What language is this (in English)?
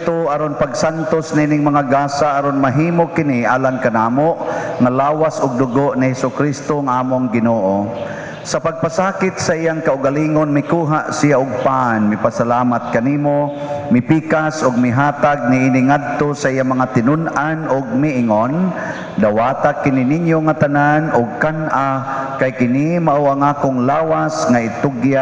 Cebuano